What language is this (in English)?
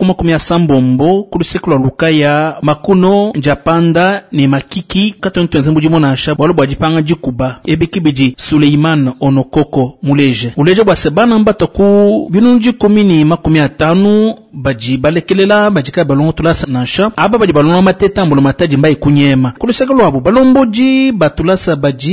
Luba-Lulua